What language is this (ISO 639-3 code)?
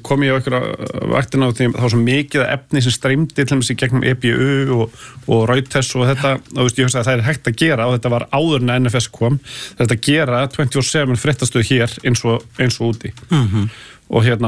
isl